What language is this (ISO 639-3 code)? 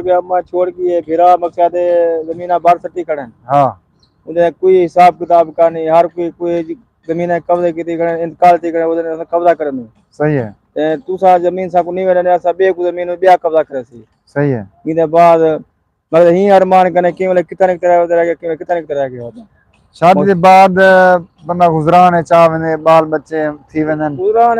skr